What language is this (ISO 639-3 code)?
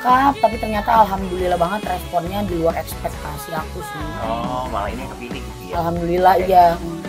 ind